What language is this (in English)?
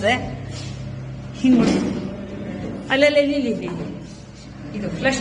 Kannada